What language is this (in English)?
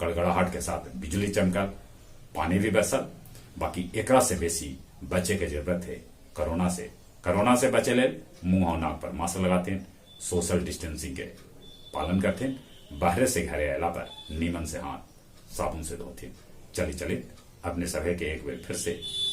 Magahi